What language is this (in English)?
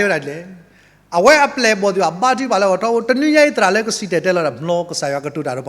S'gaw Karen